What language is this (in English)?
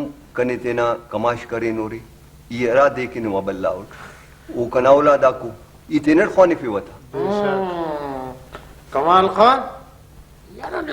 Brahui